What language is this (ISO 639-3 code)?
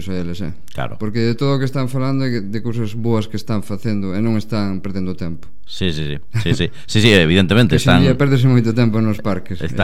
glg